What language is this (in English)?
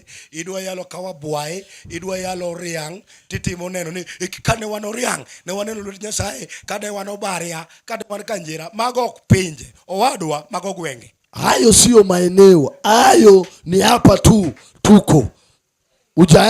Luo (Kenya and Tanzania)